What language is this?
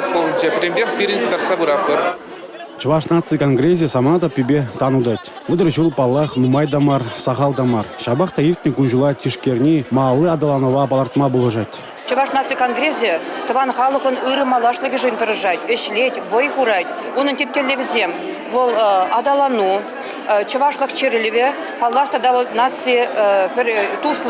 Chuvash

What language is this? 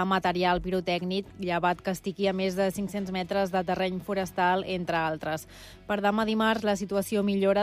Catalan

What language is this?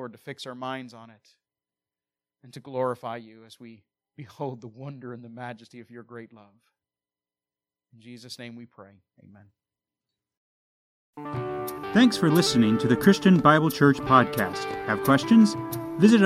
English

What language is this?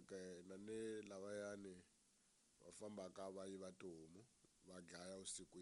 Tsonga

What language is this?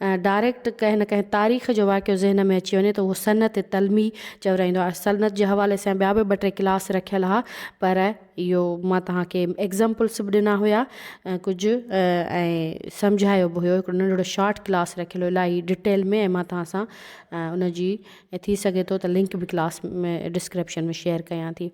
Sindhi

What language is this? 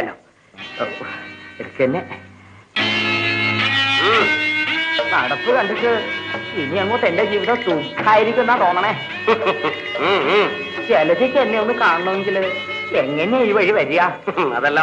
Malayalam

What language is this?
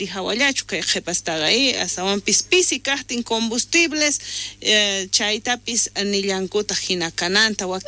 South Bolivian Quechua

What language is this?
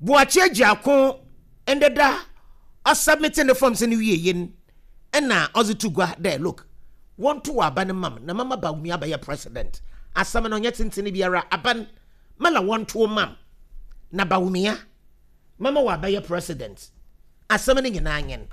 Akan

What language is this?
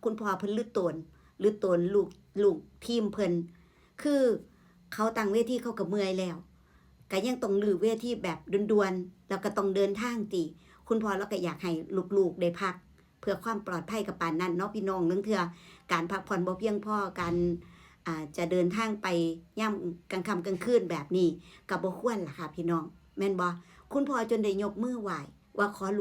Northeastern Thai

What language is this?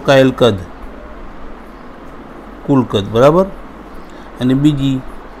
Gujarati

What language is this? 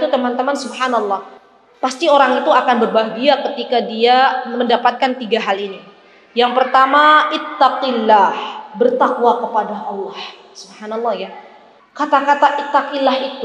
Indonesian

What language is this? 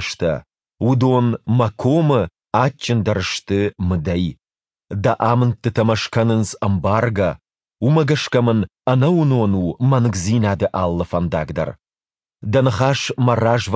Ossetic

